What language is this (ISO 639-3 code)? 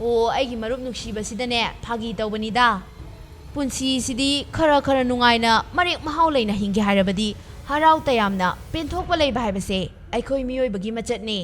mni